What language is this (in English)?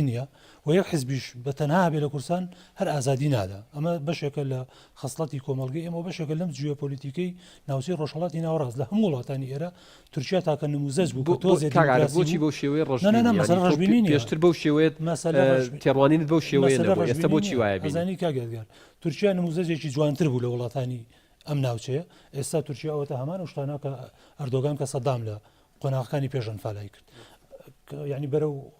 Central Kurdish